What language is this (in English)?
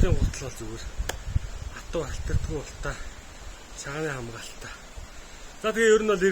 Mongolian